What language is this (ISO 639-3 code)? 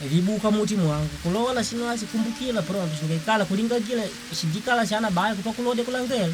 kde